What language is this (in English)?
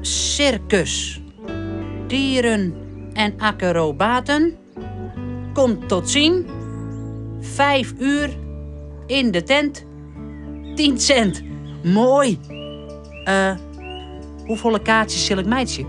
Western Frisian